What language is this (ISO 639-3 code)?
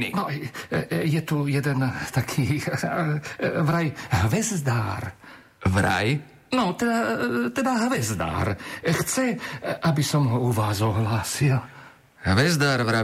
slk